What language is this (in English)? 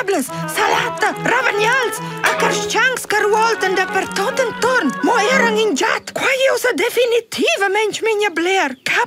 Romansh